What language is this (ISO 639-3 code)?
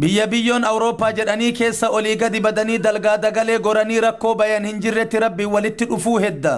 orm